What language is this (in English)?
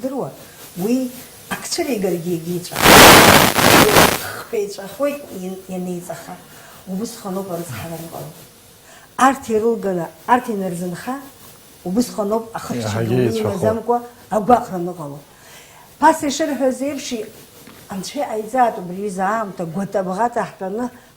Abkhazian